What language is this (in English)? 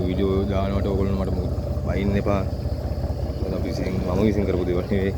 Sinhala